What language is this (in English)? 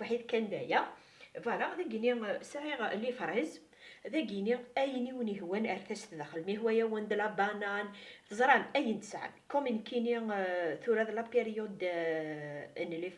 Kabyle